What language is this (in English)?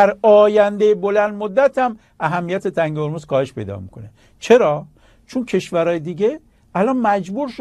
Persian